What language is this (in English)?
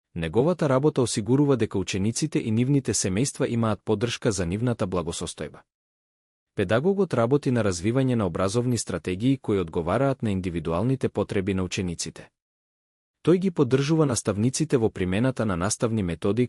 Macedonian